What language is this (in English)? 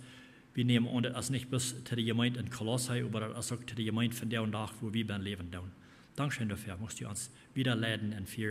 Plautdietsch